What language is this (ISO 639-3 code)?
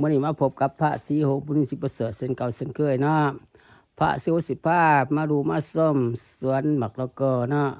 lao